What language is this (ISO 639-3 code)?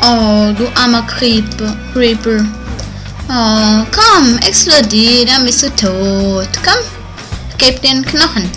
gsw